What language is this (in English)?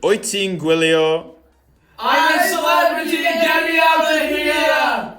Welsh